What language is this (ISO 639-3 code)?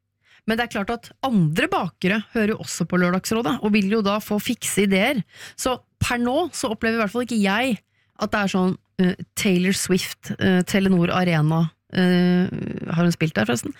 nor